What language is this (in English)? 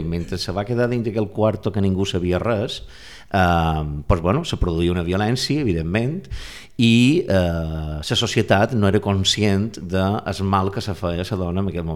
Catalan